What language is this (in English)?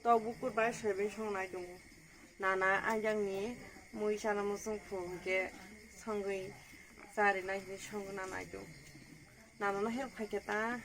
Kok Borok